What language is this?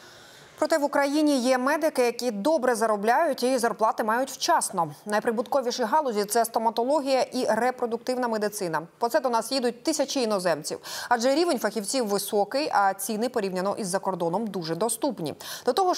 Ukrainian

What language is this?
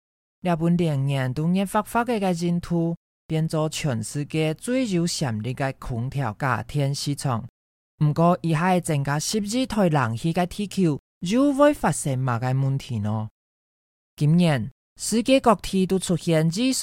Hakka Chinese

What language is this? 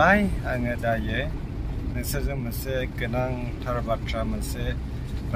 Bodo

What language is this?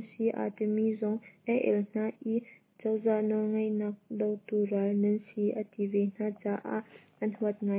Hakha Chin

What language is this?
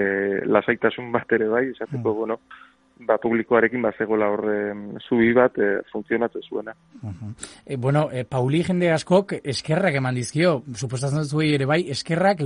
Basque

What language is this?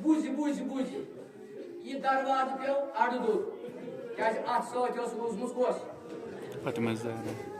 Kashmiri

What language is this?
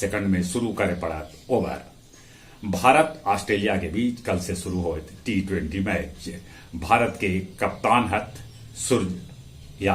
Magahi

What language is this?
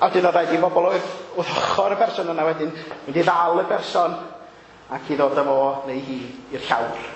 Welsh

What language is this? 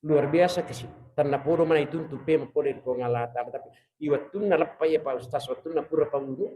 Buginese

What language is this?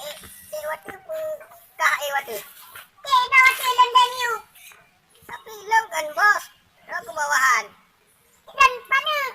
Achinese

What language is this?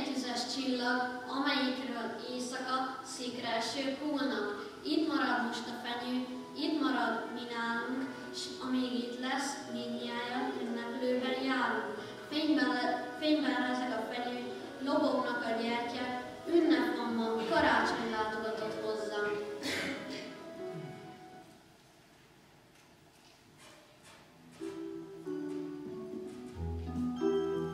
Hungarian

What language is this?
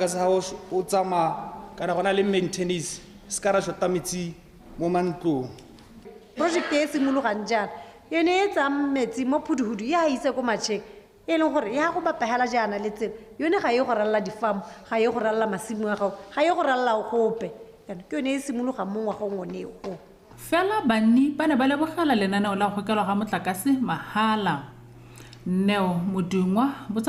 Tswana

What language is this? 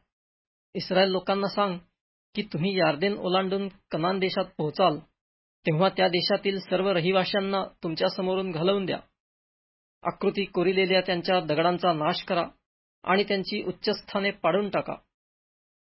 Marathi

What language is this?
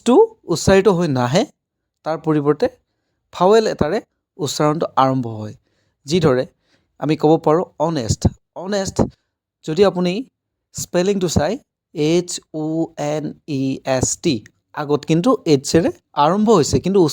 Assamese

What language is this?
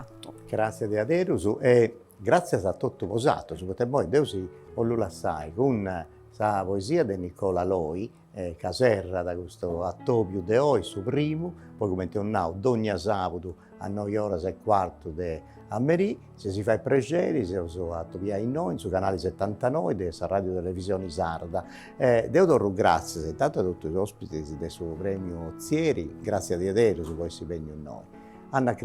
Sardinian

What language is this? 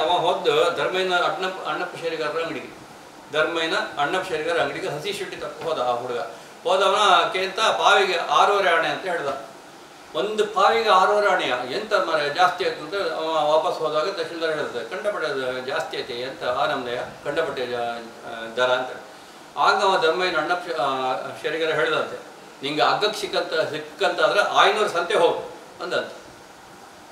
Kannada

